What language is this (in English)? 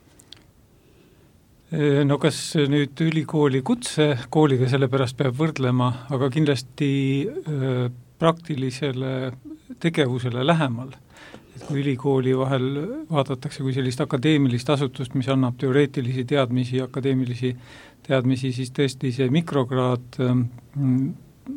Estonian